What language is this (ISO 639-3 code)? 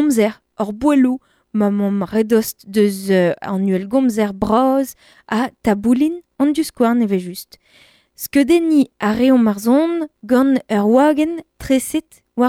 bre